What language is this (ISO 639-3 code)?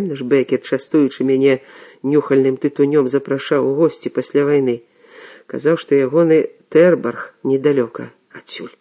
bel